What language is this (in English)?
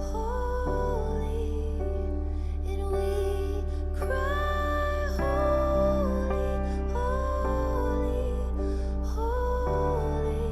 Morisyen